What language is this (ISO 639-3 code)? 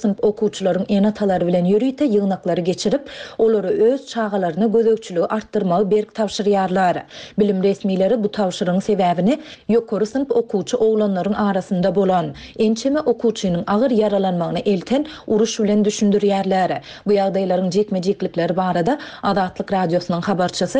tuk